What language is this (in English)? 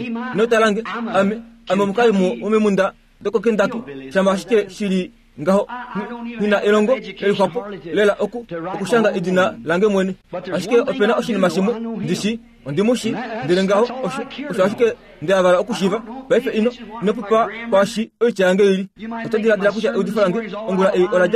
Kuanyama